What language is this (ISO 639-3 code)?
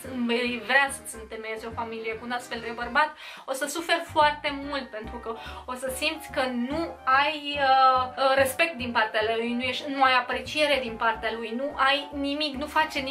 ron